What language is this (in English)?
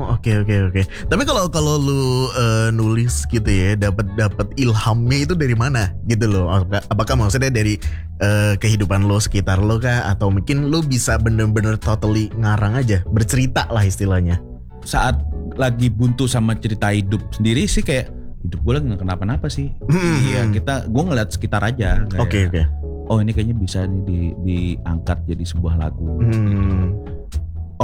Indonesian